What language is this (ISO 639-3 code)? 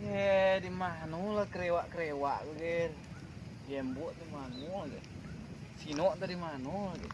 min